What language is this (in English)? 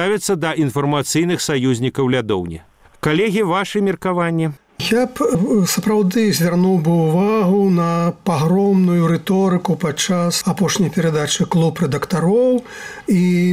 Belarusian